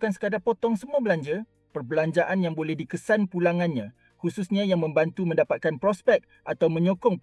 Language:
Malay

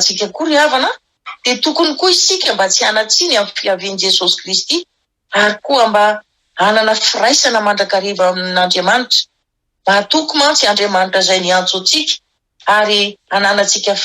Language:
Malagasy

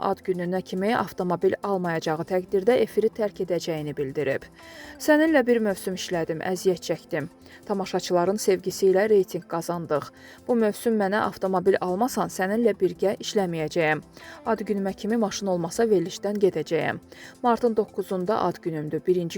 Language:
Azerbaijani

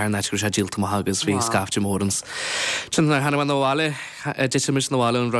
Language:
Irish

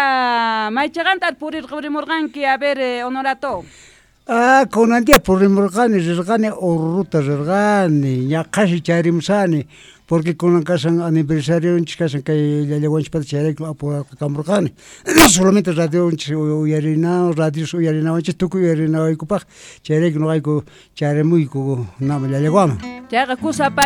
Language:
Quechua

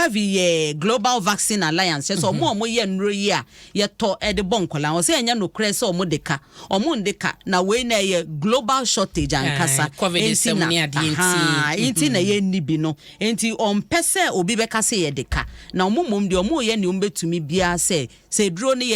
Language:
Akan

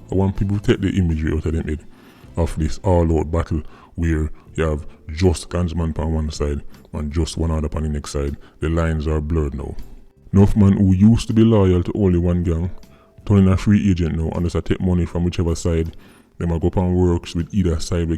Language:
Jamaican Creole English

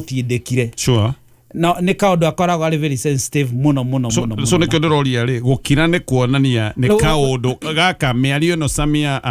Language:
Kikuyu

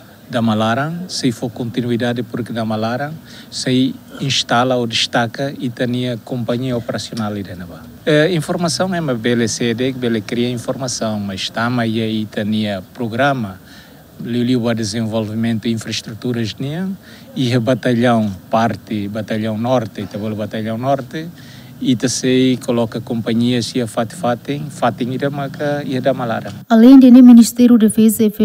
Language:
Tetum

